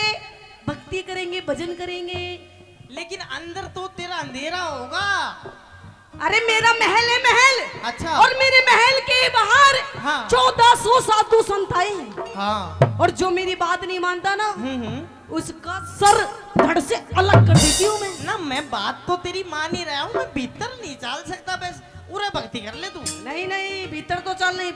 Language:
Haryanvi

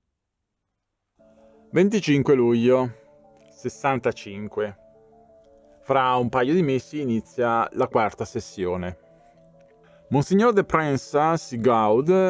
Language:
Italian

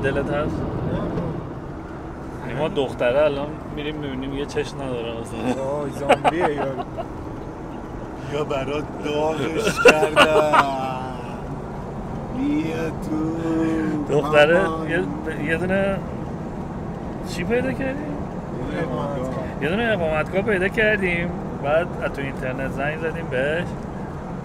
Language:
Persian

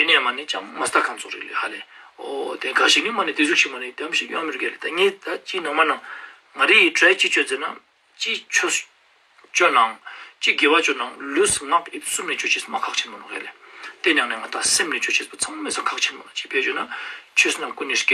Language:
Ladakhi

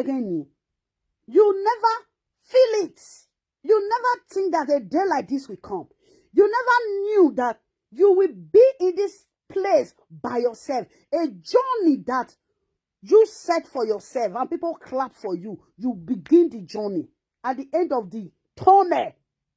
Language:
Nigerian Pidgin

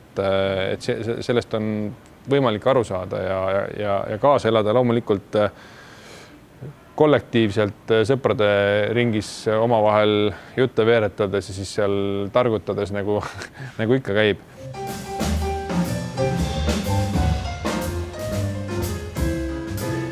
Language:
Estonian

